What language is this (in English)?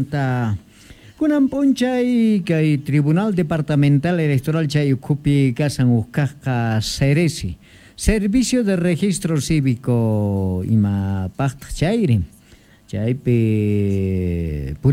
South Bolivian Quechua